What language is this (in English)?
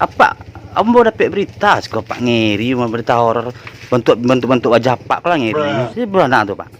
Minangkabau